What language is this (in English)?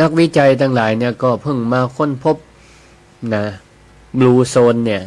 Northern Thai